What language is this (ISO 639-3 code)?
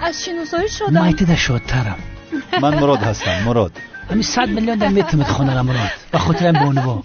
tgk